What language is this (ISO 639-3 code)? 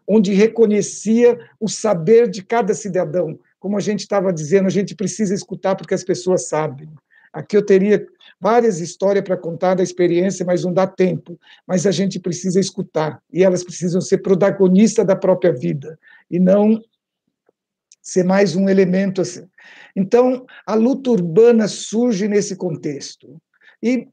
por